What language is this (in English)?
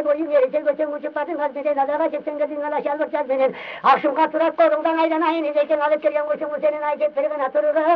Turkish